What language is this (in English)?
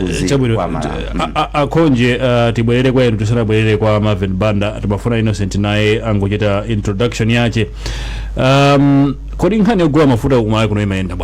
Nyanja